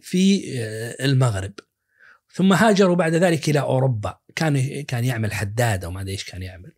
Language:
Najdi Arabic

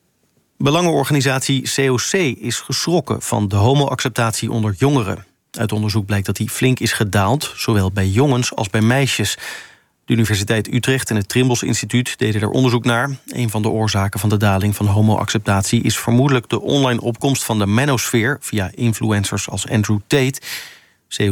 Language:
Dutch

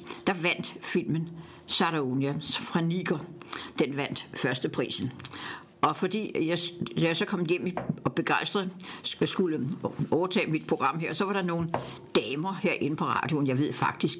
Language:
Danish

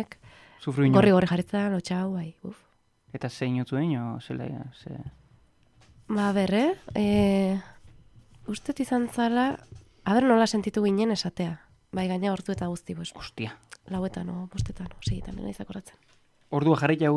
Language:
Basque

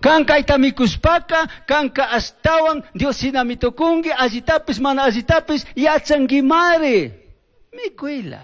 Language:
Chimborazo Highland Quichua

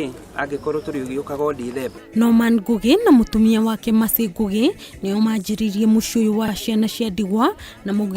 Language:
Kikuyu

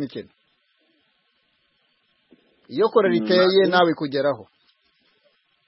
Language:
Kinyarwanda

